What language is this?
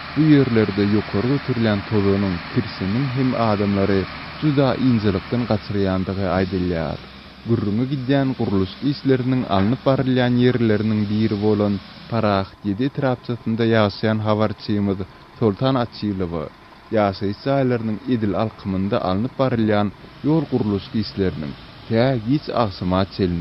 Turkmen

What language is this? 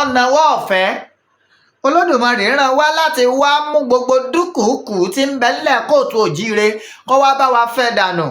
Yoruba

